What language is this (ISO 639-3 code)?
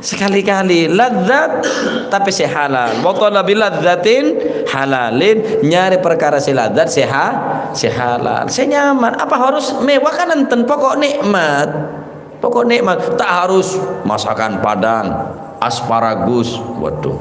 mad